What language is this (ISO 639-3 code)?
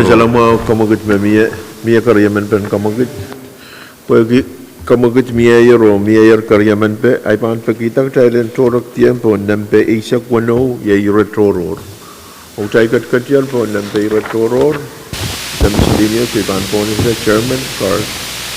pon